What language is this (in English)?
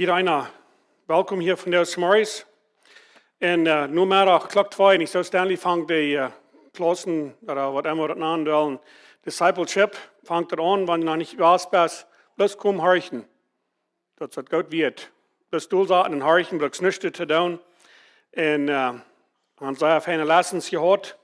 Plautdietsch